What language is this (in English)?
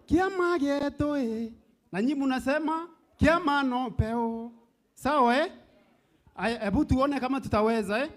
Meru